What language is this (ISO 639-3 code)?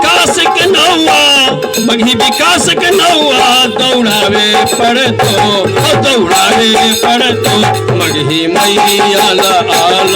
mag